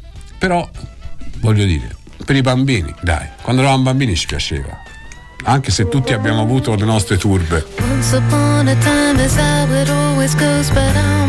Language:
Italian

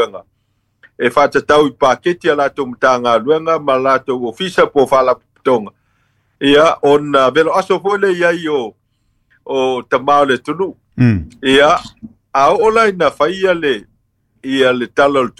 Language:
Samoan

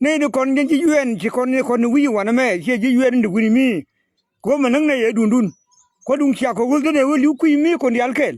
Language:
Nuer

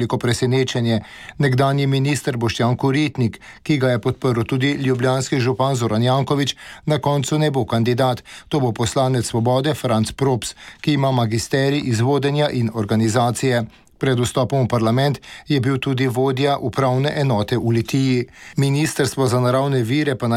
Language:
Slovenian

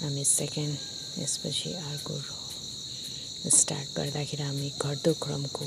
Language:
Nepali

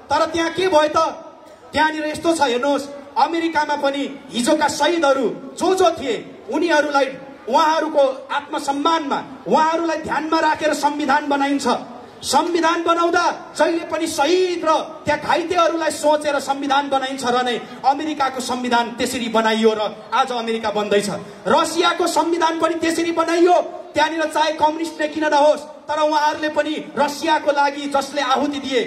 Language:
Nepali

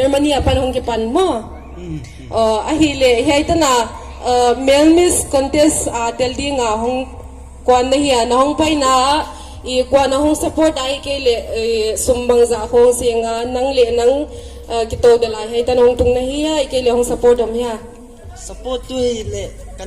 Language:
Paite Chin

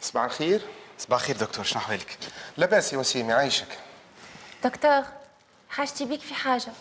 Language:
Tunisian Arabic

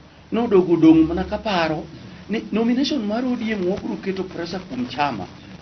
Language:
Luo (Kenya and Tanzania)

